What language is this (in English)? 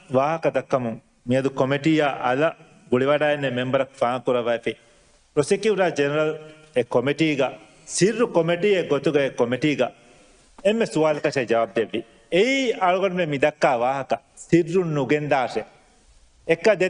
Divehi